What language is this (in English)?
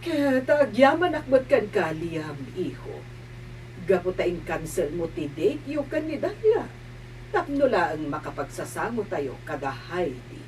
Iloko